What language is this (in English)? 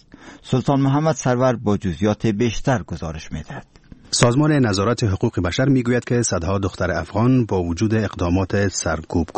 Persian